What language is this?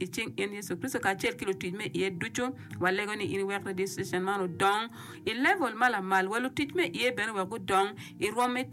Acoli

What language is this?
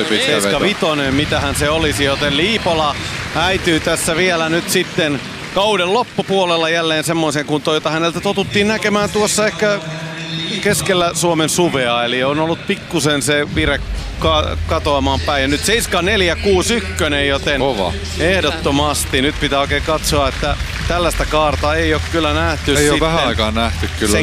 Finnish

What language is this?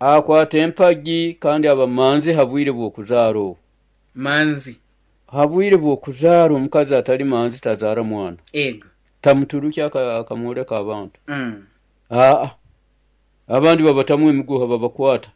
Nyoro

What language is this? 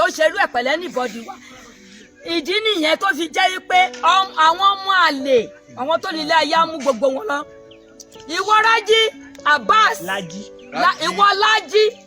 Yoruba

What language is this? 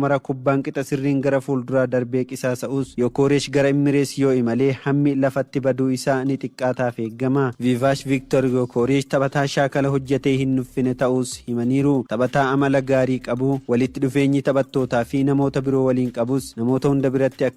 Oromo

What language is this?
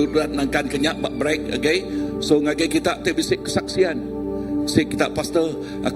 Iban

